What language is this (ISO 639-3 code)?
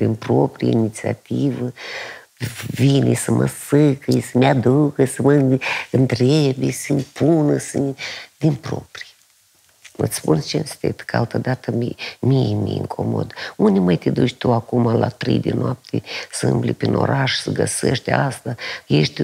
ron